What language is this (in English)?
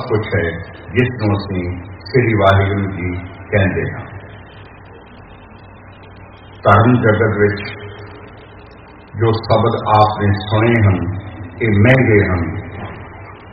Punjabi